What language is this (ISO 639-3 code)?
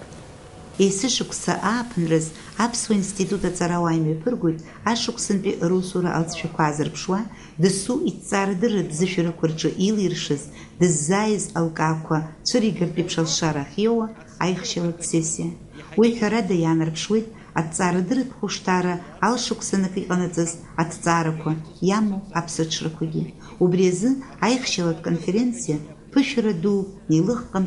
abk